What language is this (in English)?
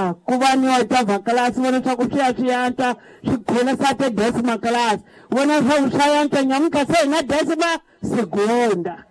Tsonga